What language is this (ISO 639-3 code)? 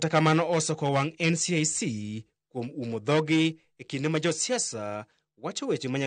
luo